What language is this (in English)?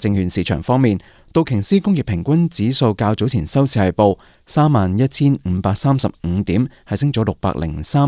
Cantonese